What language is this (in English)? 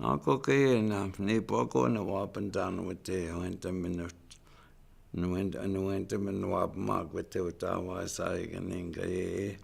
Chippewa